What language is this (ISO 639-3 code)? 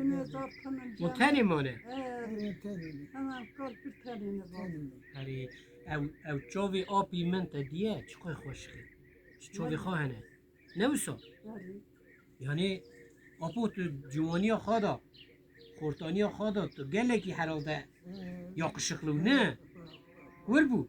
kur